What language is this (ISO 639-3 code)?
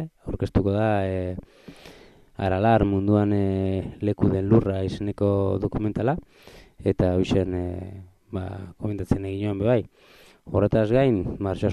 eus